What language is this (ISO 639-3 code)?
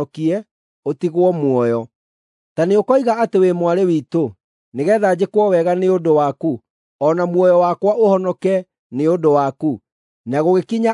kik